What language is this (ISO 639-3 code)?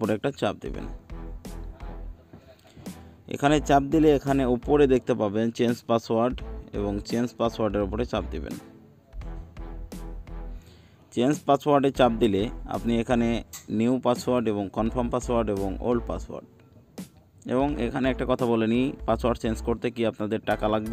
ben